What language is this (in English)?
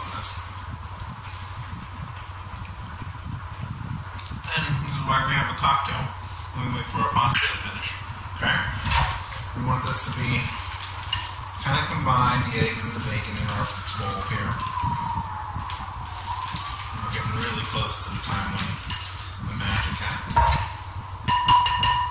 English